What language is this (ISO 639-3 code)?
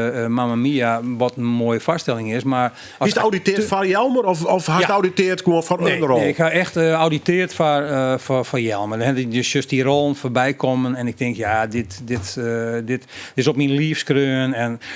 fry